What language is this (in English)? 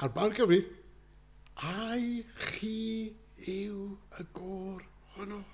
Welsh